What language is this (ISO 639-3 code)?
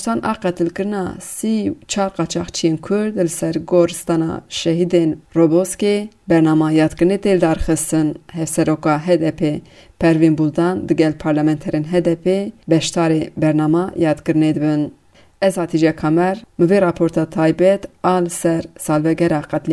kur